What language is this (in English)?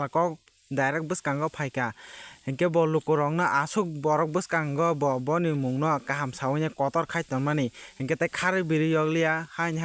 Kok Borok